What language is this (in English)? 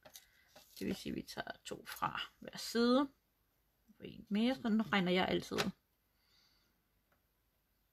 Danish